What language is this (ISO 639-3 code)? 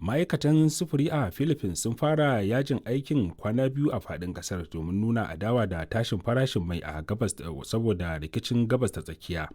hau